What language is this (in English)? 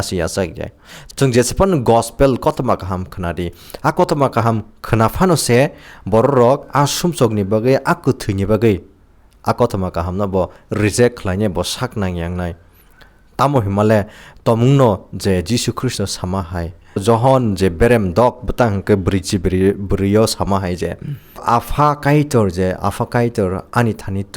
Kok Borok